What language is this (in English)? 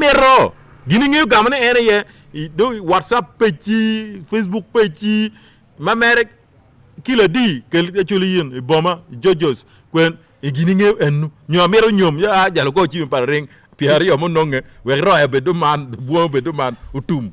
Acoli